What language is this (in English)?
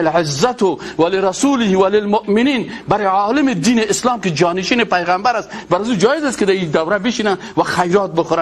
Persian